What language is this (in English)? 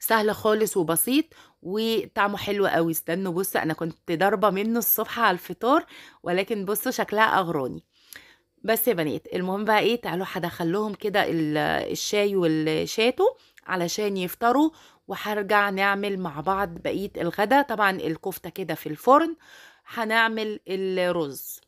Egyptian Arabic